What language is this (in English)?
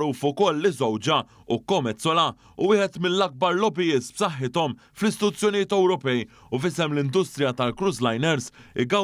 Maltese